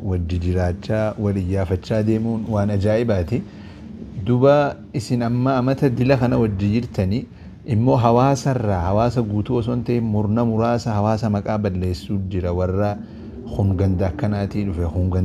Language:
Oromo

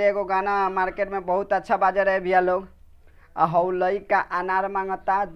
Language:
Bhojpuri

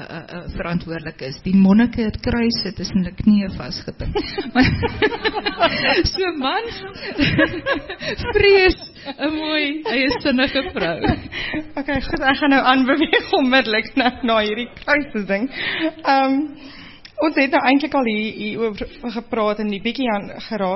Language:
Afrikaans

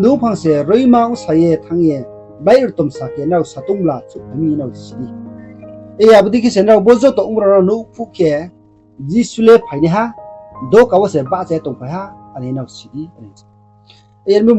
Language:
Riang (India)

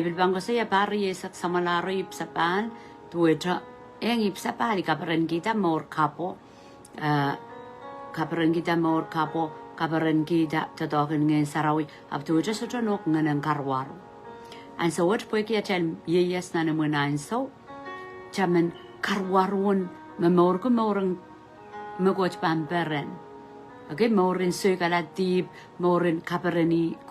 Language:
Pohnpeian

